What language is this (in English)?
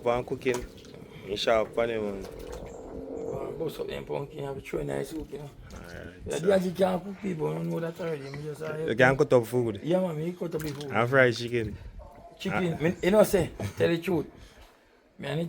Jamaican Creole English